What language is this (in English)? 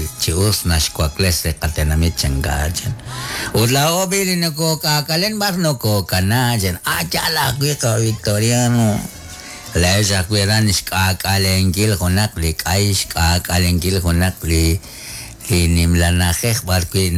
Kekchí